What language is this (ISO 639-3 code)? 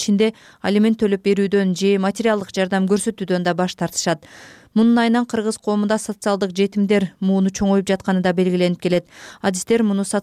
kir